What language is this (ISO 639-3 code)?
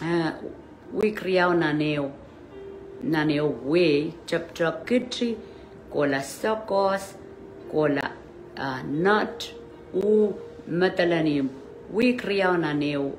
pon